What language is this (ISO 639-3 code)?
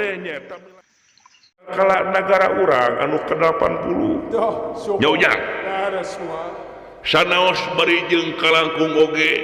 sun